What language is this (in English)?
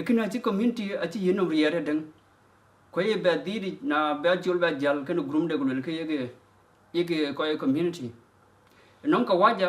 Dinka